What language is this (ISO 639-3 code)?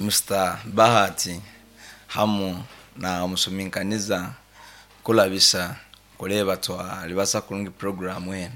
nyn